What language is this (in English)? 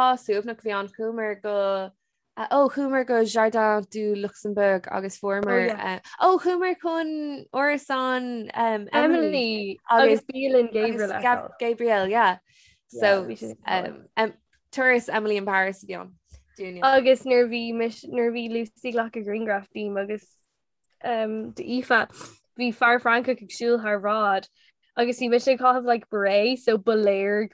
Irish